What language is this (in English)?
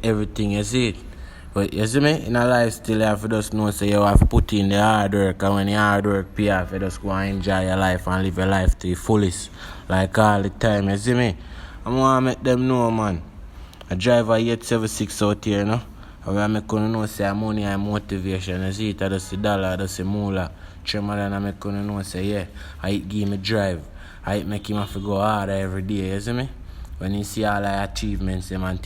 Jamaican Creole English